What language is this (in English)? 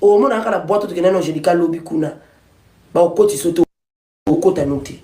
Lingala